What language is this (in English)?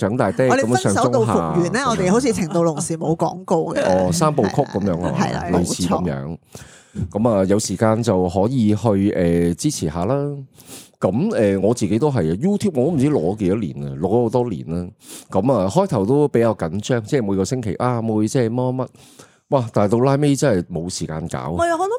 Cantonese